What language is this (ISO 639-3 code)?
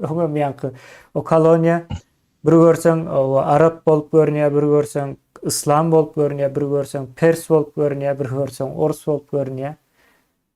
tuk